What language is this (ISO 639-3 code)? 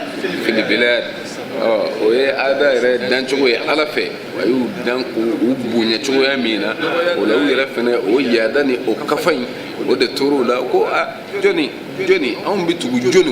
bam